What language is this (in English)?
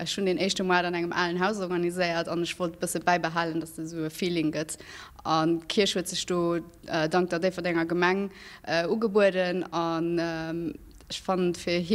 Luxembourgish